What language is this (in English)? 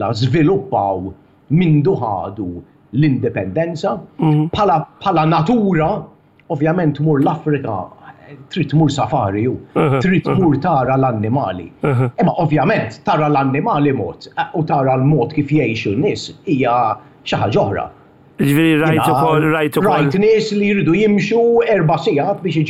Maltese